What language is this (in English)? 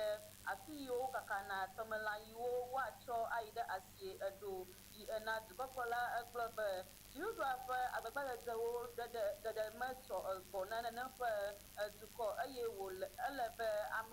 Ewe